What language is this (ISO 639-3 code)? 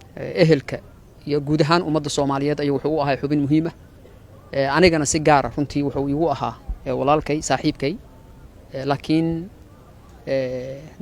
som